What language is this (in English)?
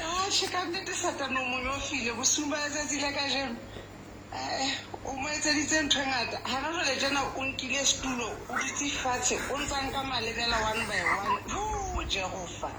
Southern Sotho